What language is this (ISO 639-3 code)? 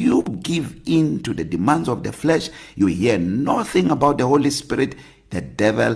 eng